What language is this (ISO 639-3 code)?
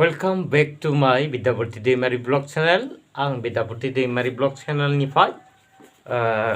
brx